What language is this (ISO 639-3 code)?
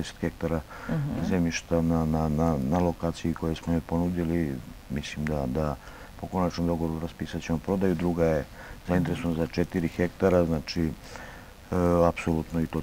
srp